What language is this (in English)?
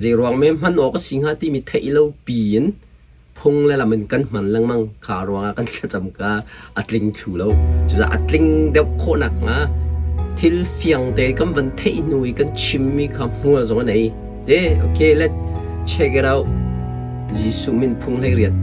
Hakha Chin